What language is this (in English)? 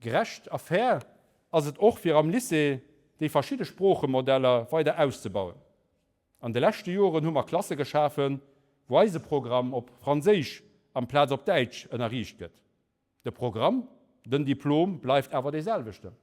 Luxembourgish